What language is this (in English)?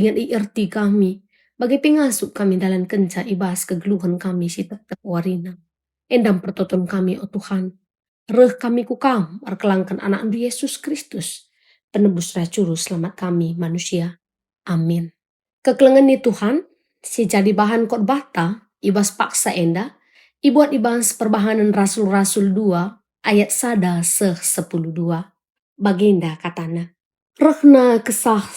Batak Karo